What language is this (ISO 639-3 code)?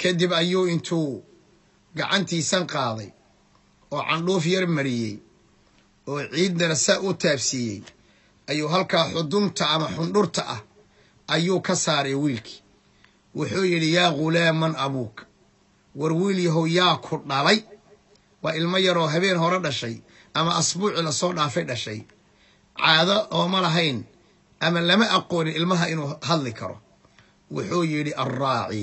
som